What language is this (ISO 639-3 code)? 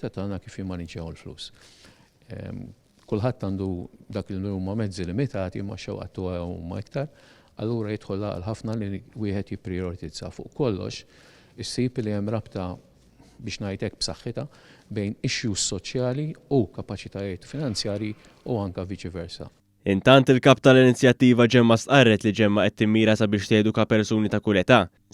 mlt